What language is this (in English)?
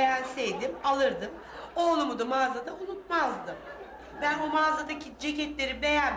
Turkish